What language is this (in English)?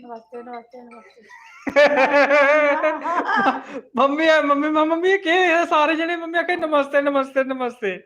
Dogri